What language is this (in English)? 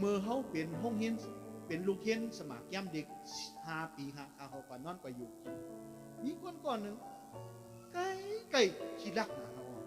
Shan